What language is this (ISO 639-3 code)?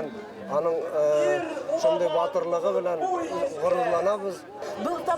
bak